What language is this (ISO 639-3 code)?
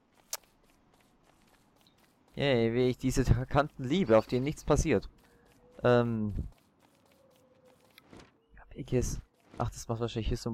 deu